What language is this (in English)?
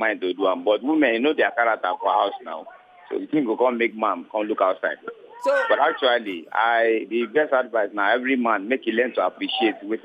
Nigerian Pidgin